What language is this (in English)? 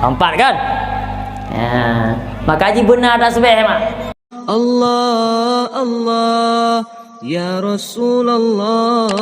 Achinese